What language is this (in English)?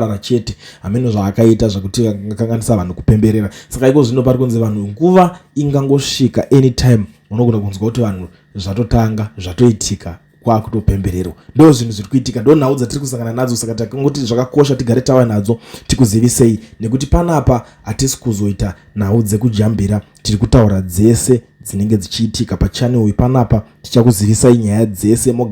Shona